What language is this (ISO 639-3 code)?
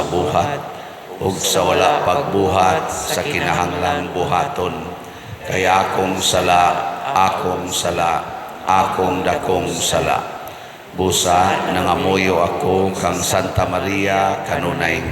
ceb